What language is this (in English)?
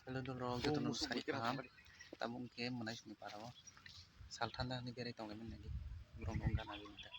Kok Borok